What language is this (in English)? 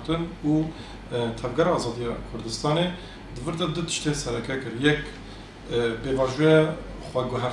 Kurdish